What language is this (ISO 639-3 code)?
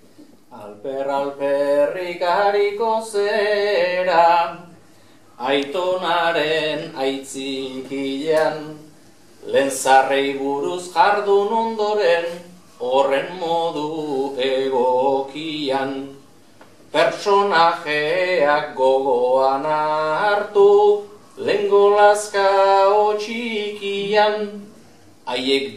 eus